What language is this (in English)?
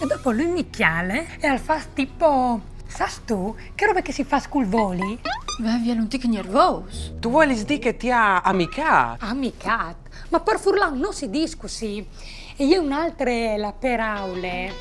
Friulian